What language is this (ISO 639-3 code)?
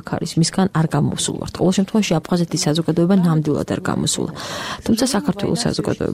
kat